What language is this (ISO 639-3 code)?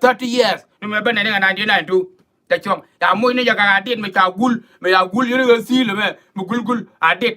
nus